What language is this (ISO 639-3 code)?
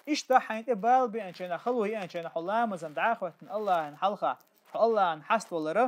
che